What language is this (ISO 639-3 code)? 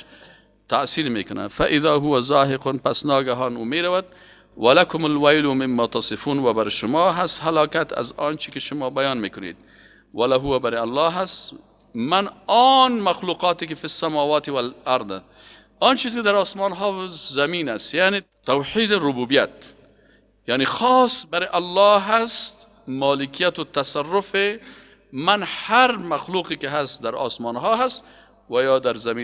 fas